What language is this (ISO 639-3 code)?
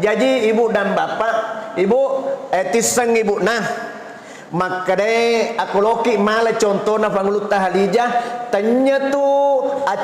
bug